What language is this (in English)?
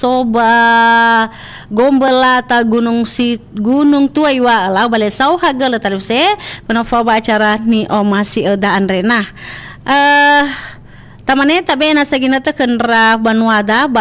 Nias